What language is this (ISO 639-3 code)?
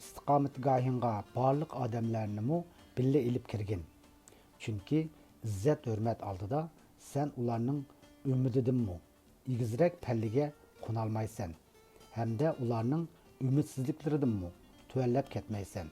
uig